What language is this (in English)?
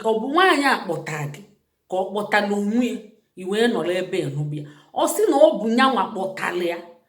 Igbo